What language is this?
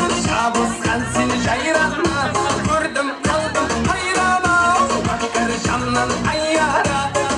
Kara-Kalpak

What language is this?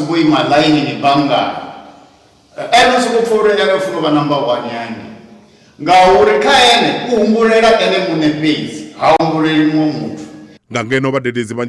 Venda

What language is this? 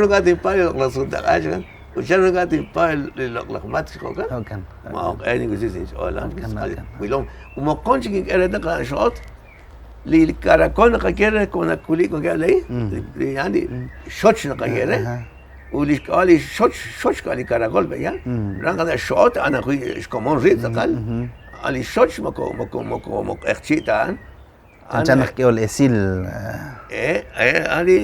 Kekchí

